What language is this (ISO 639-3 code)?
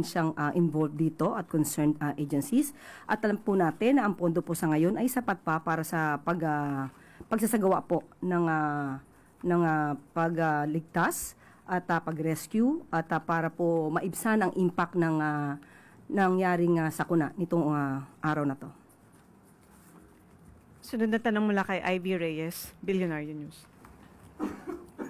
fil